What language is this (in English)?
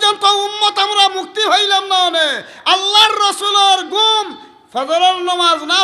Sylheti